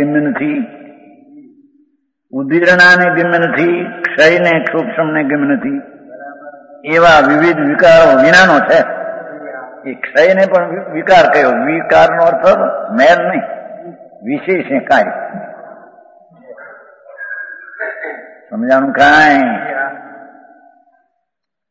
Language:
Gujarati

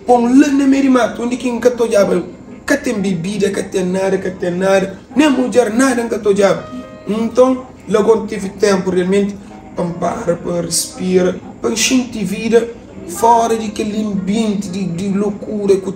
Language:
Kabuverdianu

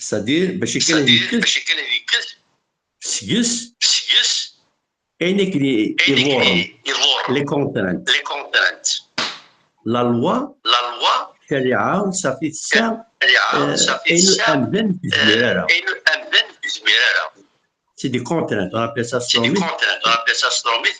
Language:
Kabyle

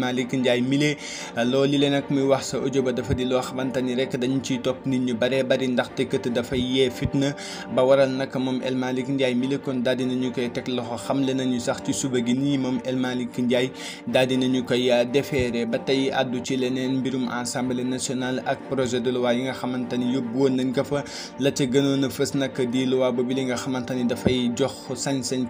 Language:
Wolof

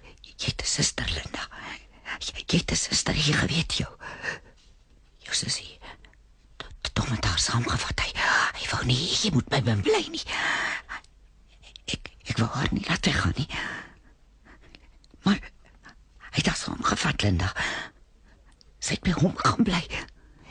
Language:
Afrikaans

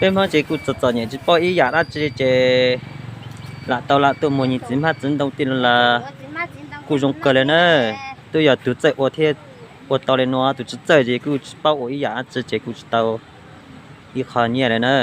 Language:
Hmong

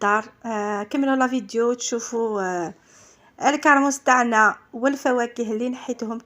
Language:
Algerian Arabic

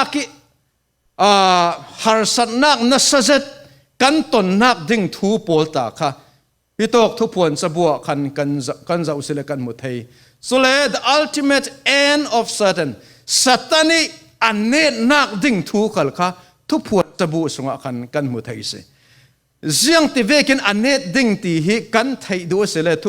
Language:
Falam Chin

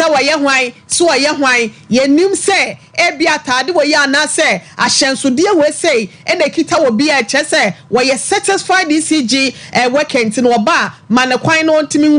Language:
Akan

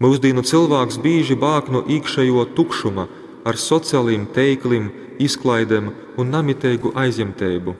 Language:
Latgalian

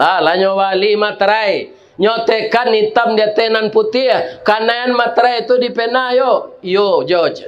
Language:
Minangkabau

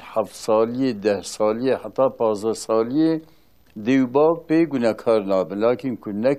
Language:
Kurdish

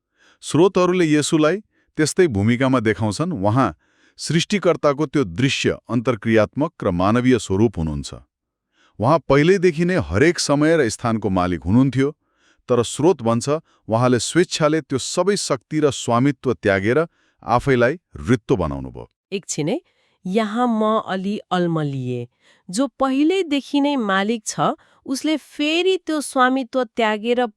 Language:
Nepali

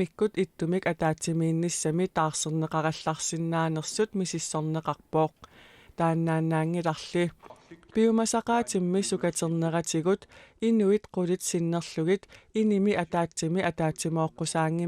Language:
Kalaallisut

